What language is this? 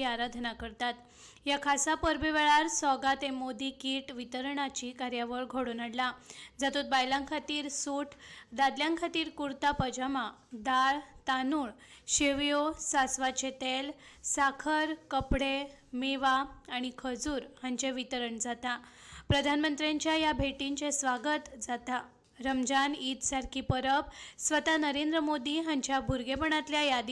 Konkani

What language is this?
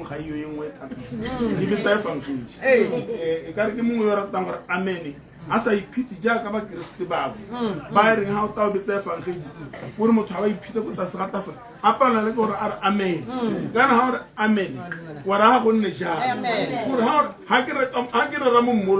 Tswana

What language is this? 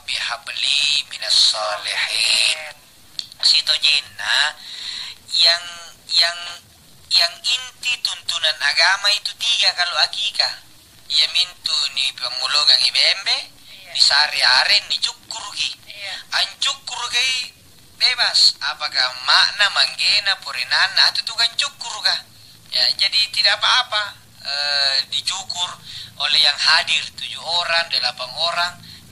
Makasar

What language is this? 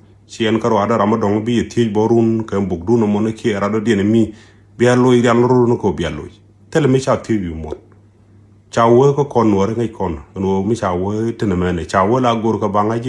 Nuer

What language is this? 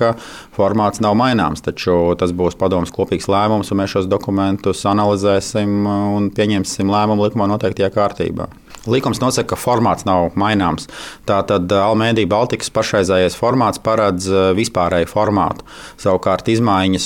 Latvian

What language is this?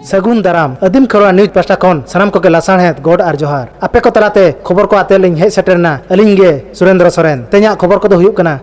Santali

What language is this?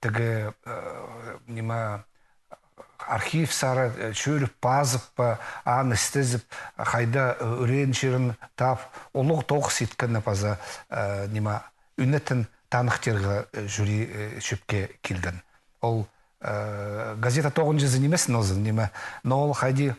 Khakas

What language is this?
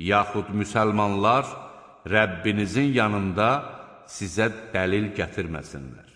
Azerbaijani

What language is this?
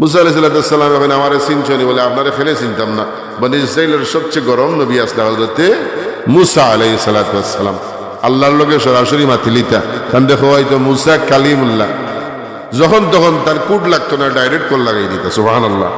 Sylheti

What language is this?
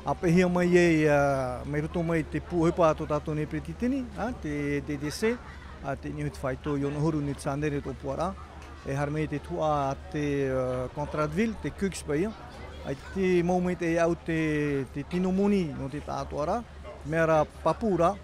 Tahitian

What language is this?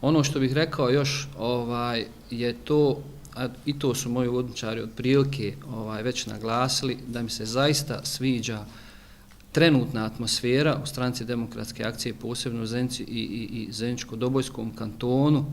Bosnian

